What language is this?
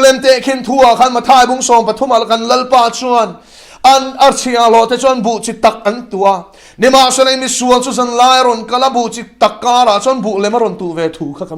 Mizo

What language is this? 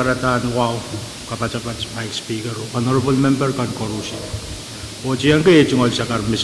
Pohnpeian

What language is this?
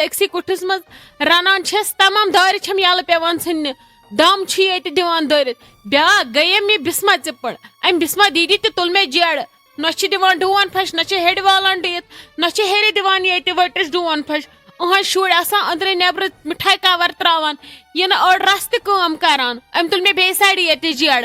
Kashmiri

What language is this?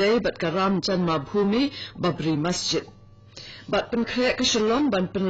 Khasi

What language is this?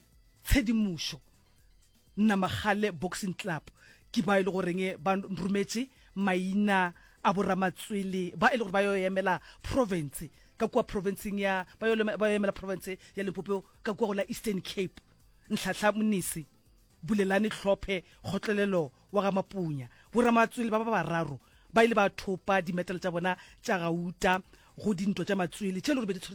Northern Sotho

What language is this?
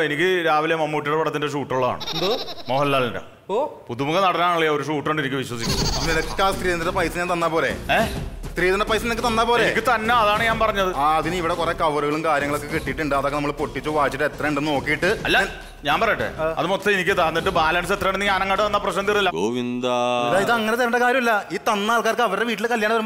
Malayalam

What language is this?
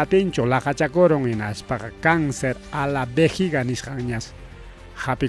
Ayacucho Quechua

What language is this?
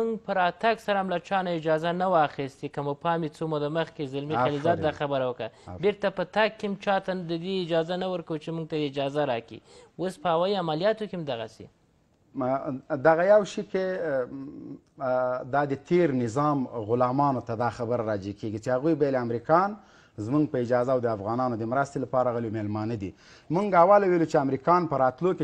Pashto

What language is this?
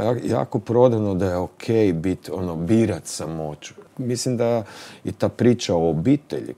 Croatian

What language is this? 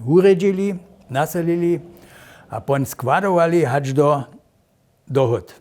Upper Sorbian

